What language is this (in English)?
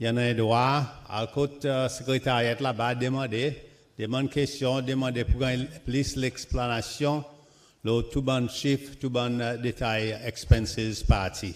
Seselwa Creole French